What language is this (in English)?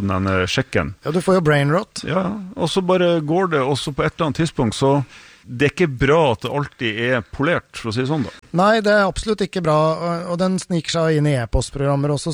Norwegian